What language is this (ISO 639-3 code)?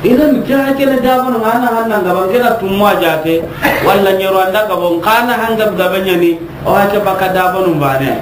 snk